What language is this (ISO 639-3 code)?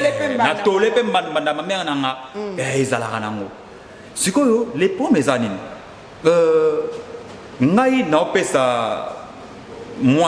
lin